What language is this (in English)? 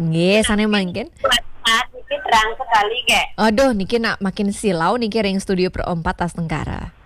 Balinese